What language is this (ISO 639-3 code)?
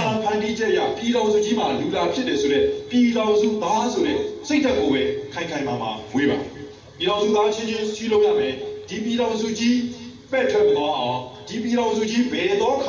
mya